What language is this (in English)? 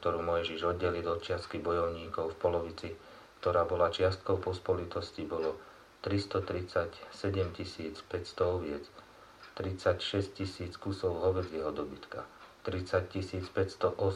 Slovak